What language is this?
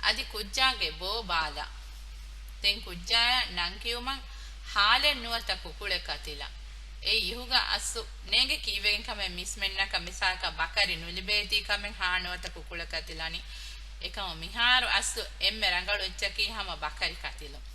Divehi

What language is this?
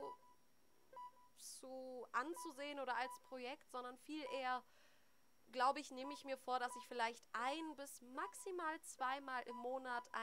German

